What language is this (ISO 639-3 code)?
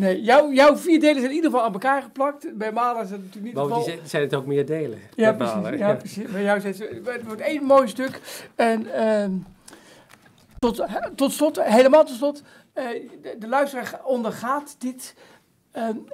nld